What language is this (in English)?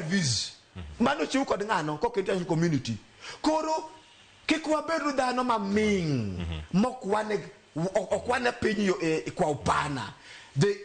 Luo (Kenya and Tanzania)